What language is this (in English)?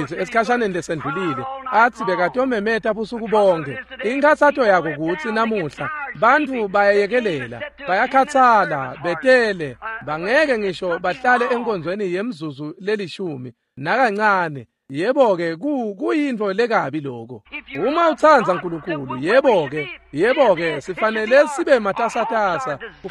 Swati